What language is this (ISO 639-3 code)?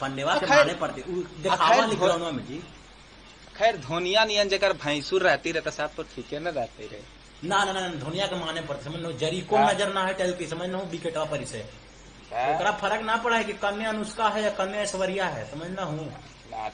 mag